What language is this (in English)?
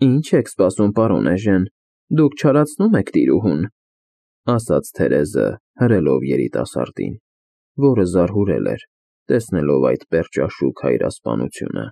Armenian